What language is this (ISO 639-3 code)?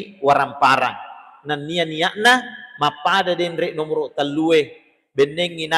bug